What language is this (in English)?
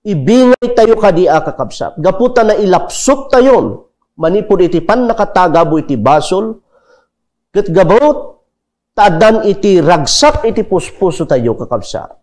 Iloko